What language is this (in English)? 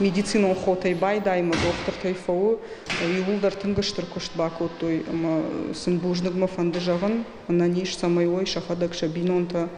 Ossetic